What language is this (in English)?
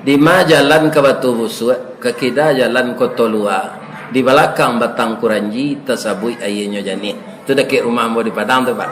Minangkabau